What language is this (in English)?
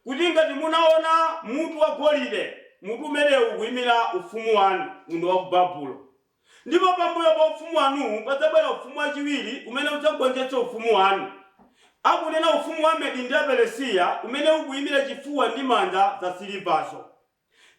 Nyanja